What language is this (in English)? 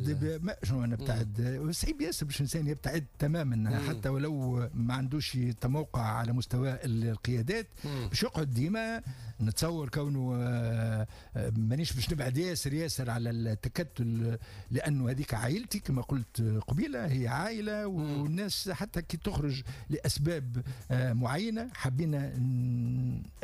Tunisian Arabic